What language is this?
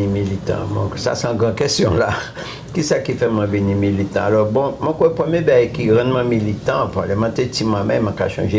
Guadeloupean Creole French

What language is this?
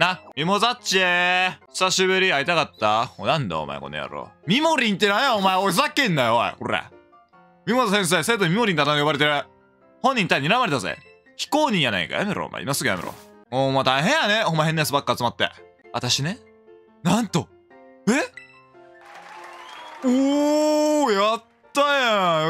Japanese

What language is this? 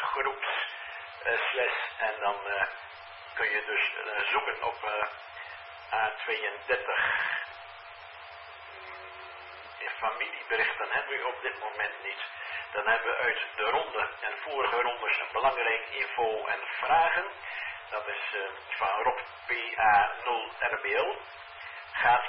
Dutch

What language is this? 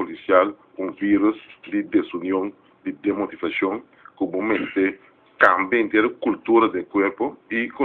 Papiamento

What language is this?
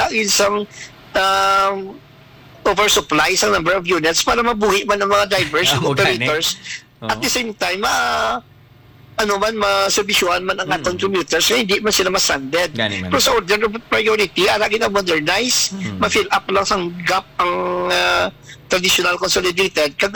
Hiligaynon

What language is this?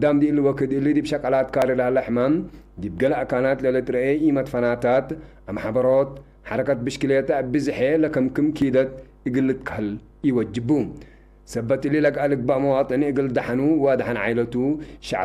Tigre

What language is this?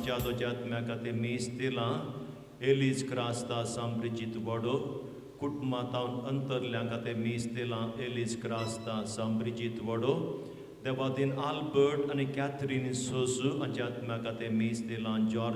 Konkani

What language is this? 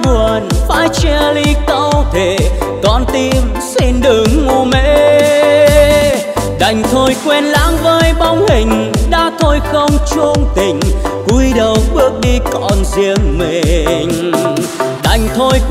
Vietnamese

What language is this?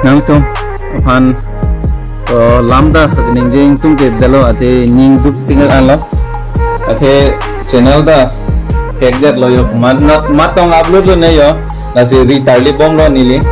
Karbi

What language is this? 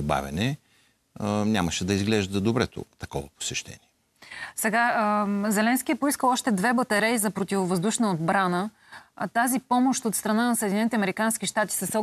Bulgarian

